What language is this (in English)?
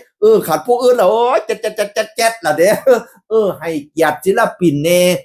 Northeastern Thai